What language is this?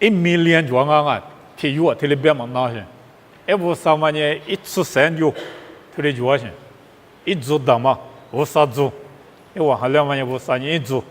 Lisu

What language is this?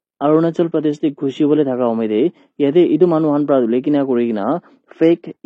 Naga Pidgin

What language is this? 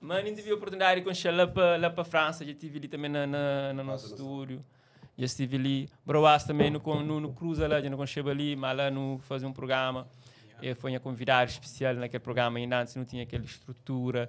Kabuverdianu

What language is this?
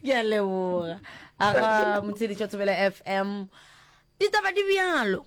Northern Sotho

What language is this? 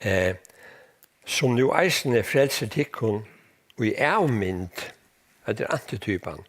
Faroese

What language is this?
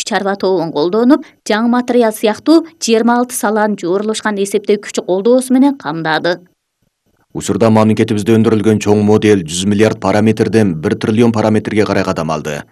Kyrgyz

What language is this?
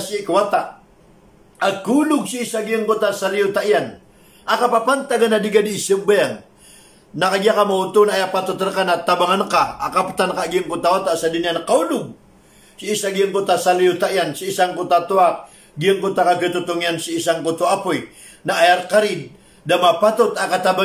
Maranao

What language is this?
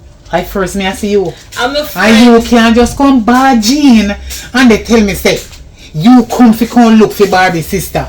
Jamaican Creole English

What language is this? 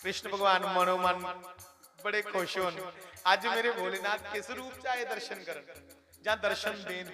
Dogri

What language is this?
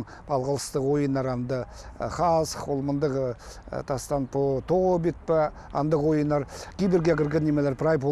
Khakas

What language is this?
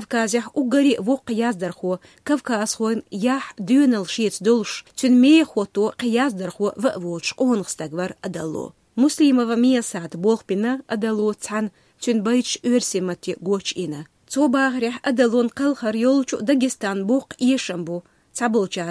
Chechen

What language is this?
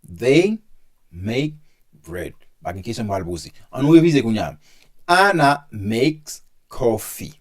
Haitian Creole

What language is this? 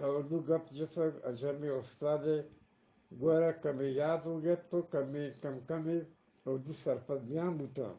Eastern Balochi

